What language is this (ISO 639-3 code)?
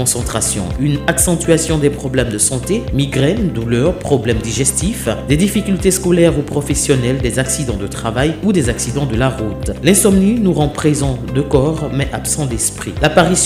fra